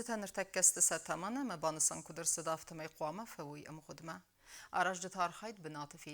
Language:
Ossetic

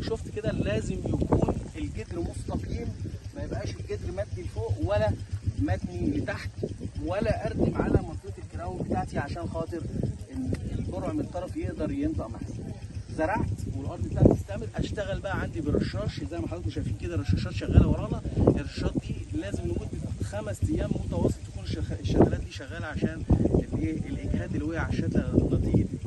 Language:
Egyptian Arabic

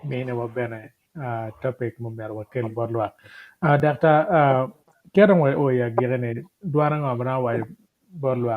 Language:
Acoli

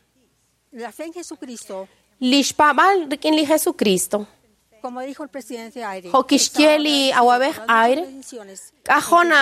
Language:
Kekchí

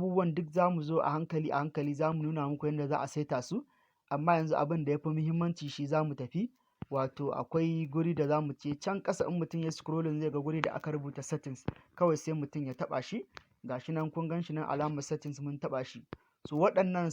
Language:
Hausa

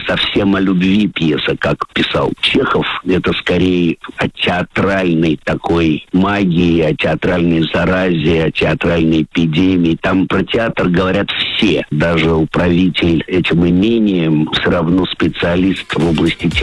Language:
Russian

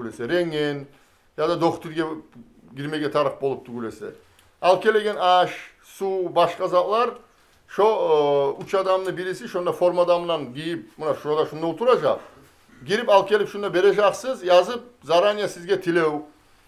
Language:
Kumyk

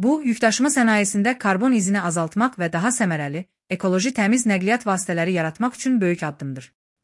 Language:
Azerbaijani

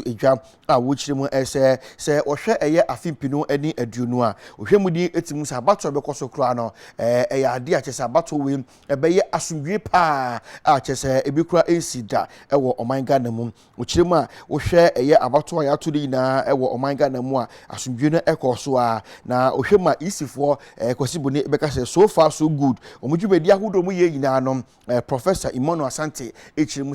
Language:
Akan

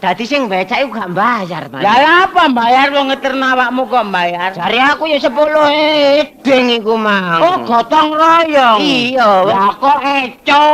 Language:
Javanese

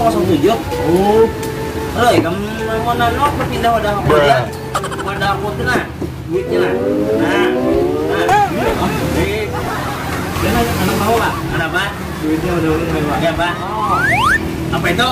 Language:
Banjar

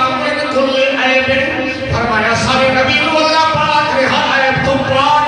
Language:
Saraiki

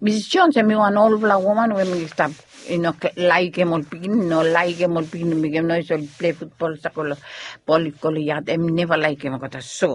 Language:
Bislama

